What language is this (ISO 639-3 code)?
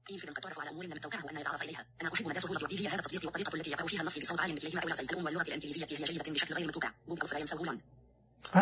ars